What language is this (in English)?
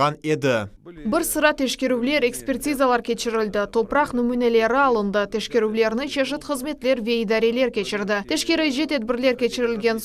Crimean Tatar